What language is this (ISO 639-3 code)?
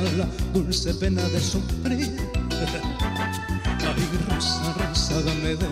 spa